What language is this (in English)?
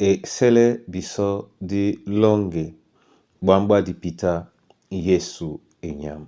Duala